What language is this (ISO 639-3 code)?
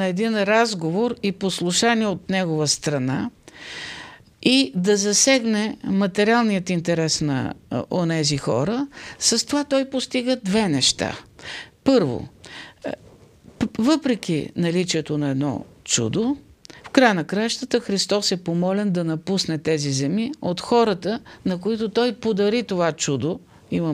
bul